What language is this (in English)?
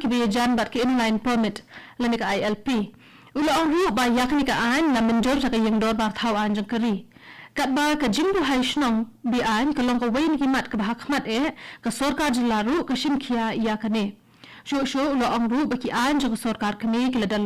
Khasi